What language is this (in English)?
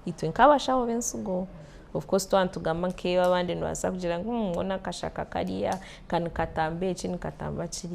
Nyankole